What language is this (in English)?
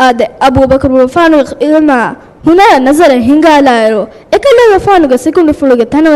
Divehi